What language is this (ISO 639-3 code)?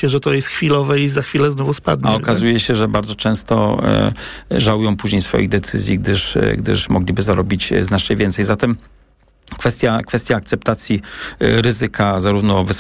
pol